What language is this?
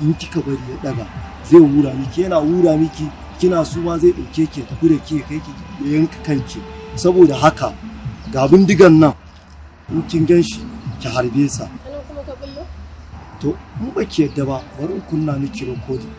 Hausa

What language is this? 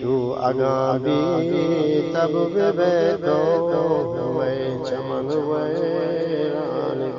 Eastern Balochi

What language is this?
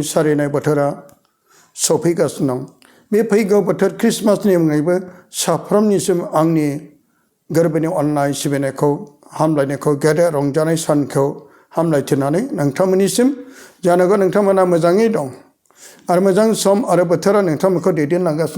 Bodo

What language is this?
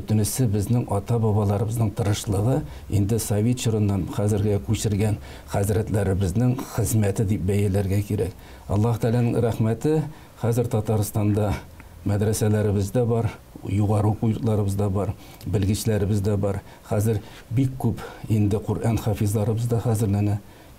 Tatar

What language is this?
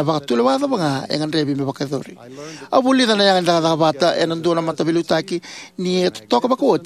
Fijian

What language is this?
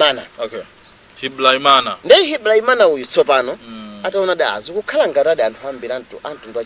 Nyanja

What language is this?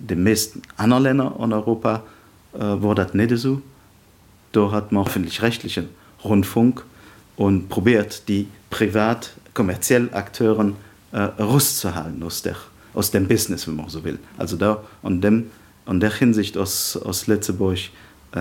Luxembourgish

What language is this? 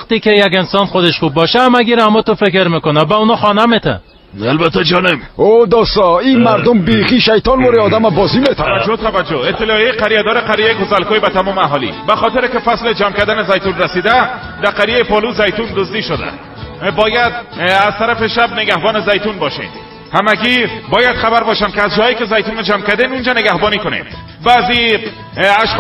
Persian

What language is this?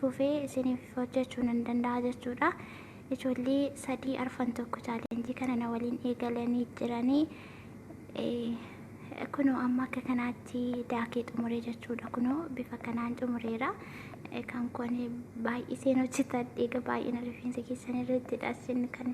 Oromo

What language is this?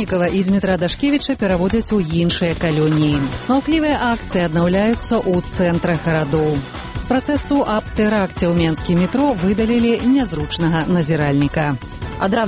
Belarusian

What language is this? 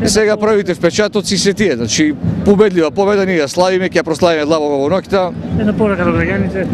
Macedonian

